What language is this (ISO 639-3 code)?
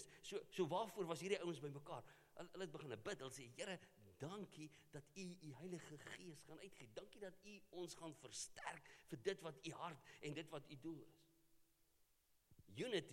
afr